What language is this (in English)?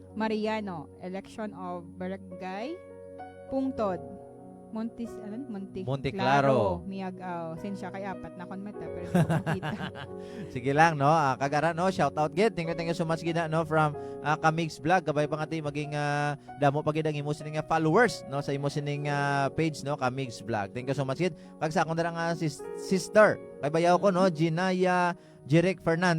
Hiligaynon